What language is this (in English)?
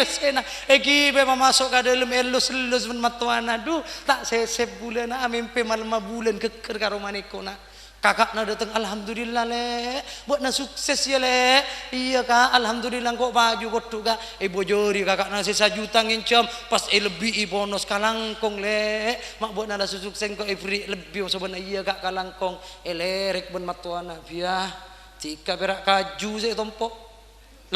Madurese